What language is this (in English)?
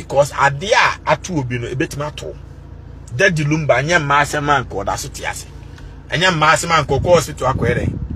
Akan